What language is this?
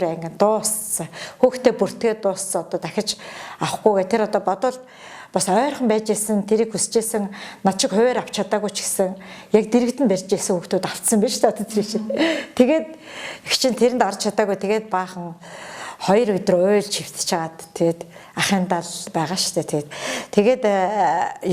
Mongolian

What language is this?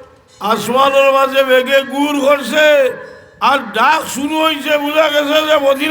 Sylheti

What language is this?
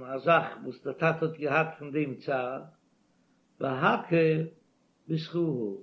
Yiddish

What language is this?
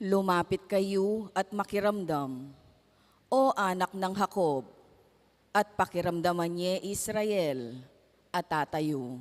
Pampanga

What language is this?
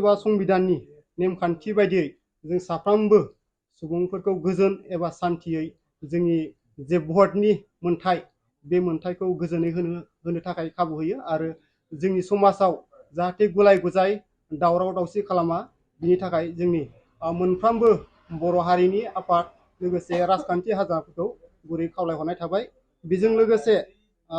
Bodo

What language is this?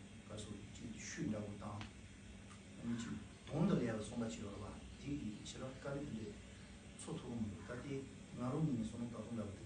Tibetan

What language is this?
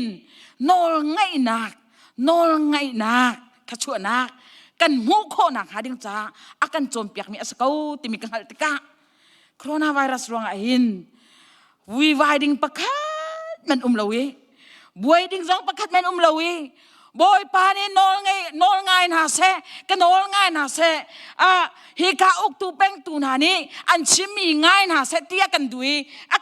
Hakha Chin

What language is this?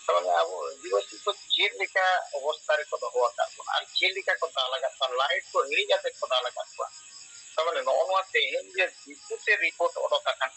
Santali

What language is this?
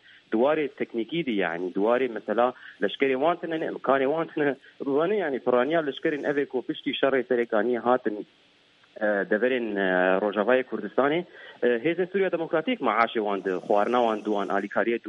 Kurdish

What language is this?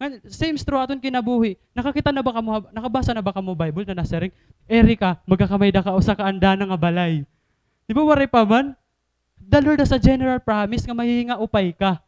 Waray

